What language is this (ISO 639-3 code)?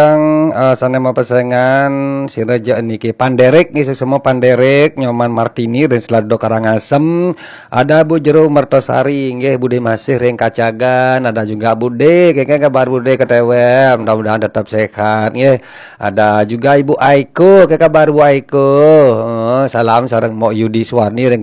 ban